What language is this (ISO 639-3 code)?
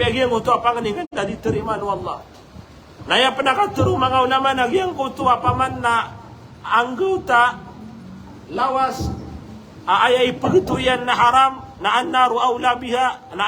mrw